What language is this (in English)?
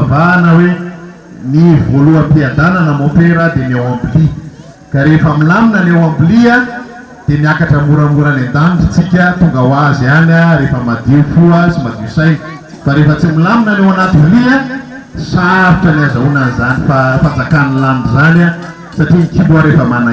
Malagasy